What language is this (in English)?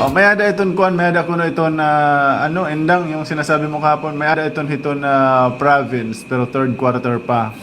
Waray